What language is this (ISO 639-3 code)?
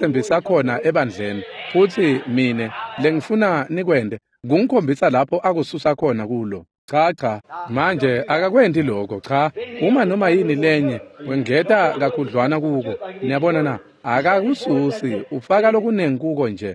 ssw